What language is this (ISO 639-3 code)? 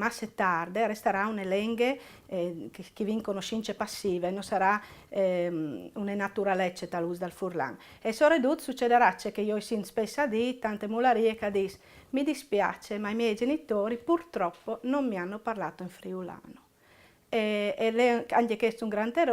fur